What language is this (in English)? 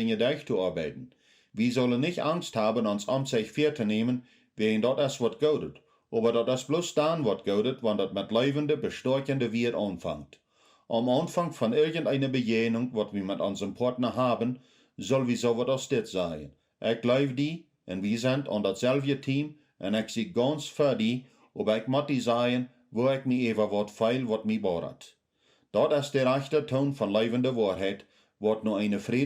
Plautdietsch